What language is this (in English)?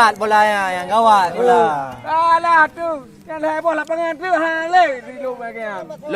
Achinese